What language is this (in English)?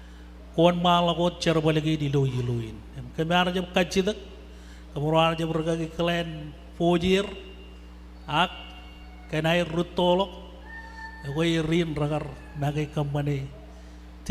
Marshallese